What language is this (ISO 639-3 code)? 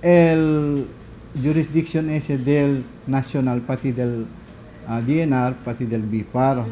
cbk